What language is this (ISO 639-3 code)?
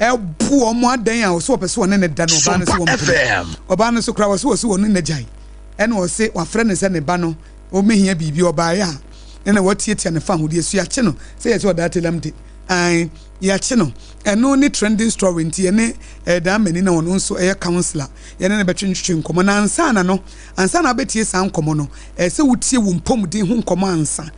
aka